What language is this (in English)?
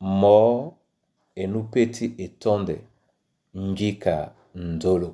Duala